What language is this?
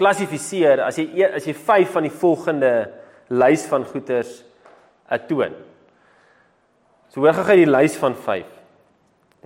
Afrikaans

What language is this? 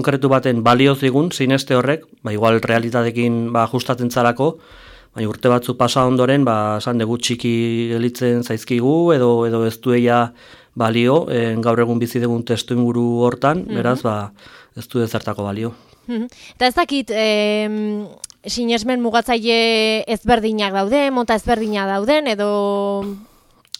Basque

